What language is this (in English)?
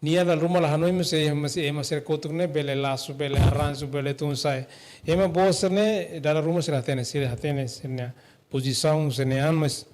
Tetum